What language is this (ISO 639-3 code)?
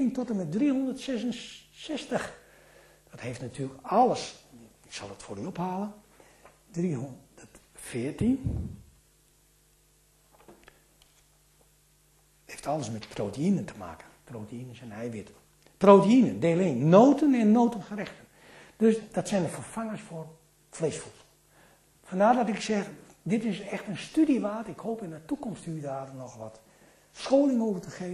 nld